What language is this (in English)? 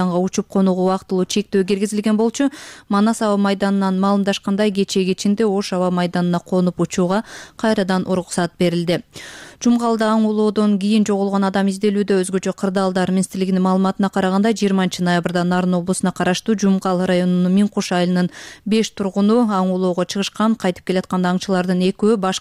Kyrgyz